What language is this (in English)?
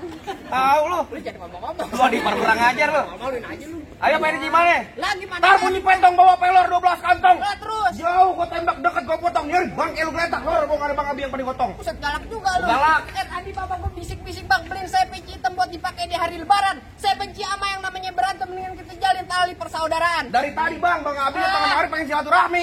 Betawi